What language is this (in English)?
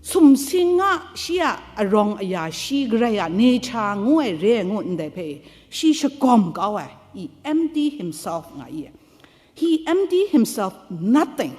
Kachin